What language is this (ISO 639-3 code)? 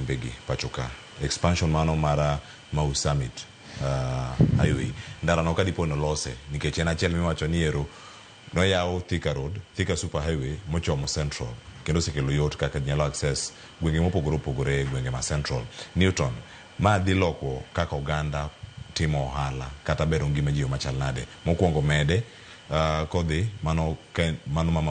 luo